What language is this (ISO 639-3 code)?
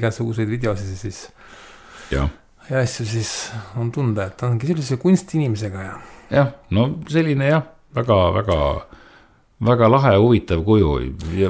est